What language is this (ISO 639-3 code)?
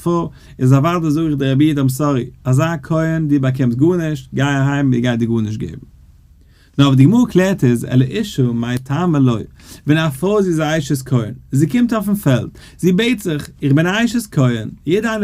yid